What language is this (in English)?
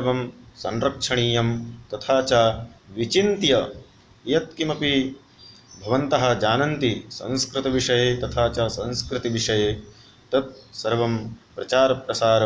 Sanskrit